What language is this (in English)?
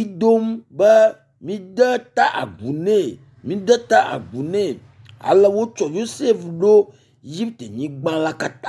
Ewe